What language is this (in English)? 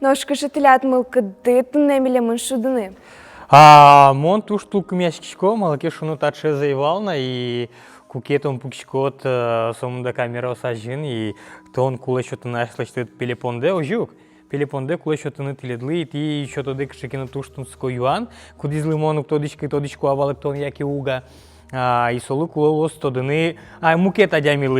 Udmurt